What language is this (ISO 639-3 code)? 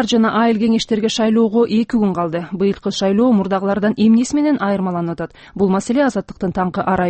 kir